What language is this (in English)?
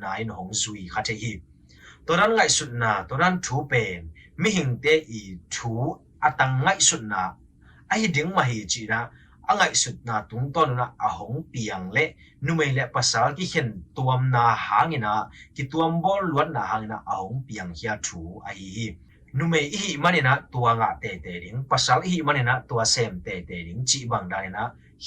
Tedim Chin